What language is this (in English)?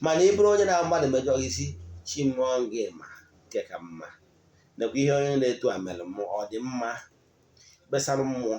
Igbo